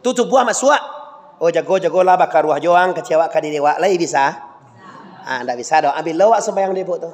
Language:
Minangkabau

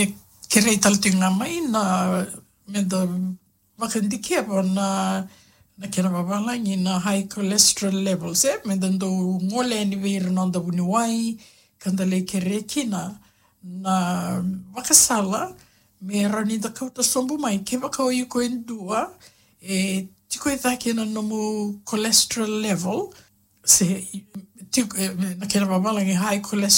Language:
Fijian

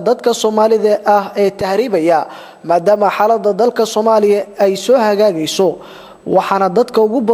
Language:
Somali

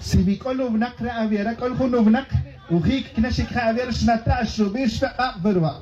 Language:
Tz'utujil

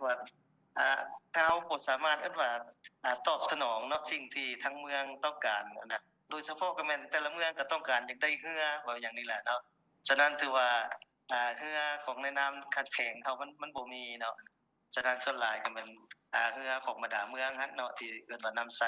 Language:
Lao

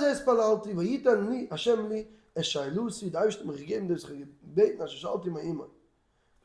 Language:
Yiddish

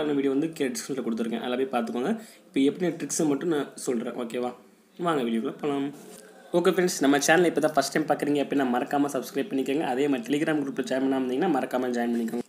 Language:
Tamil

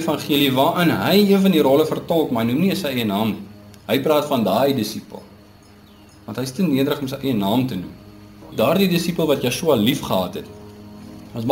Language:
Afrikaans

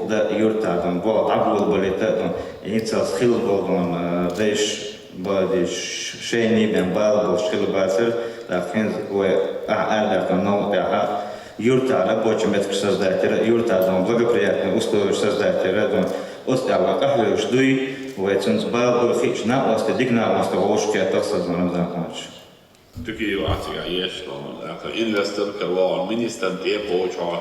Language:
Chechen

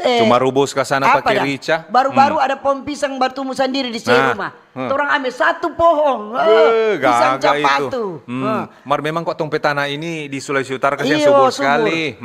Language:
Manado Malay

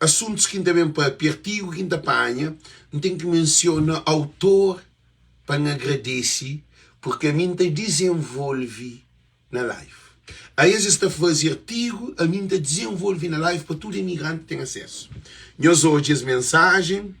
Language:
Kabuverdianu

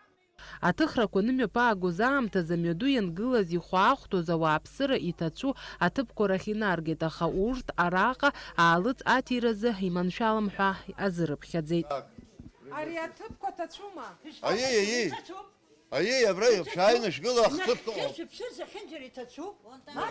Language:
Abkhazian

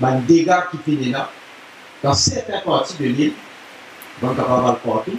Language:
Morisyen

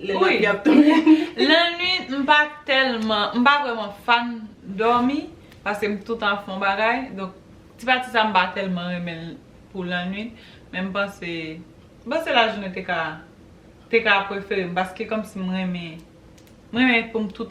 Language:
Haitian Creole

